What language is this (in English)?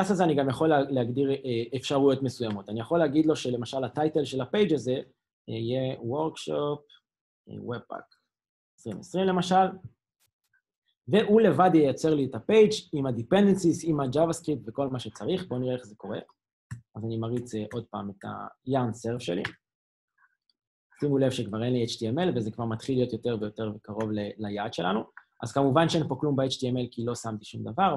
Hebrew